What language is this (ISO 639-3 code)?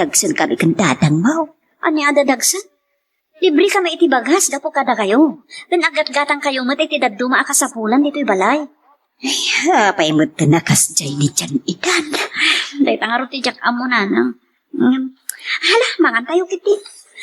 ilo